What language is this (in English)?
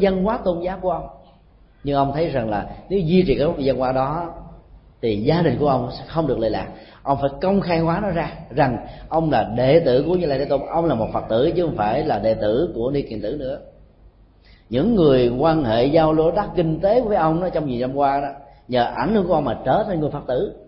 Vietnamese